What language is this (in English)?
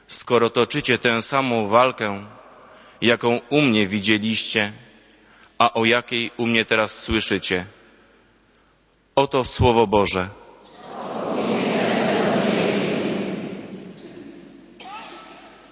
Polish